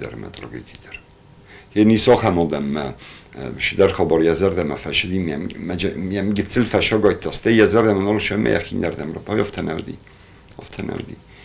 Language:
Ossetic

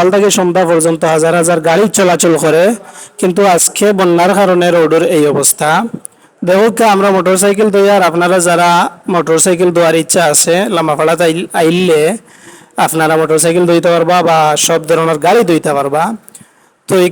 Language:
Sylheti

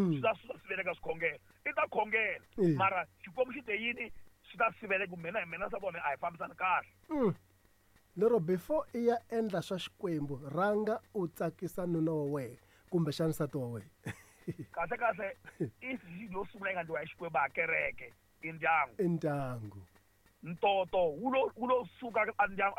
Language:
Tsonga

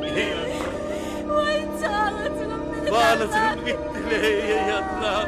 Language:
Turkmen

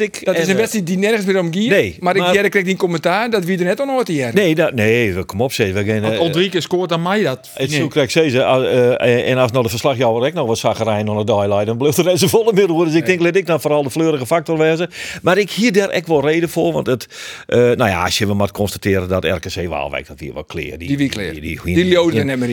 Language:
Western Frisian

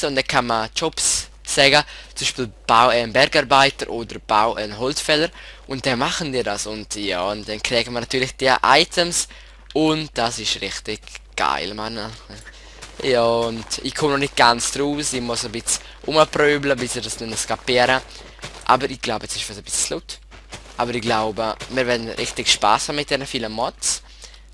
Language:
Swiss German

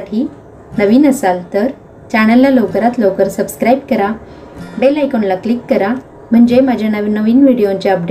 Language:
Marathi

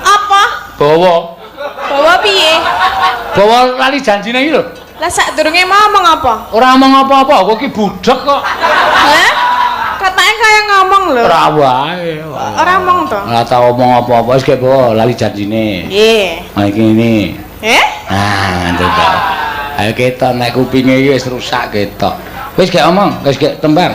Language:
Javanese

